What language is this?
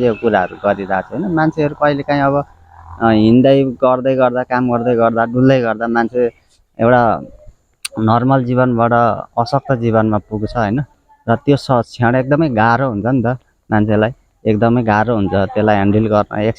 Nepali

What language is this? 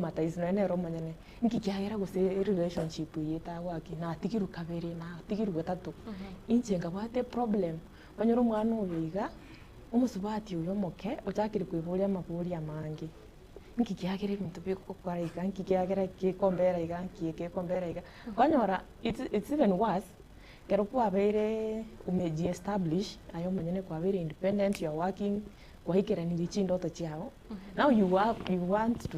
Gusii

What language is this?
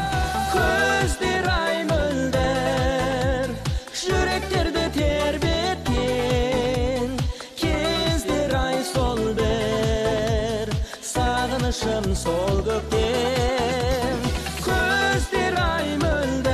Kazakh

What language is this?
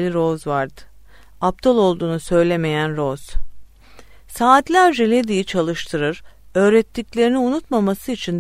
Turkish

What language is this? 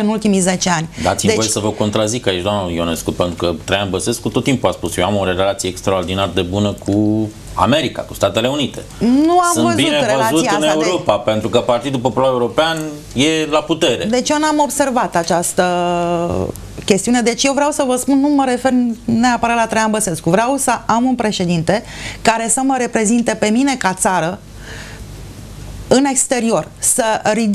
Romanian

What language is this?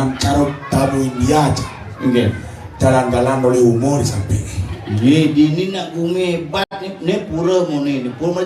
Balinese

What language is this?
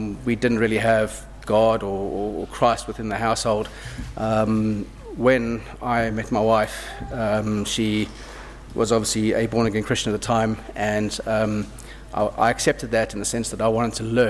English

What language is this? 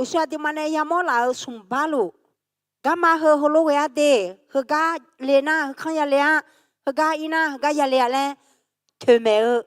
Akha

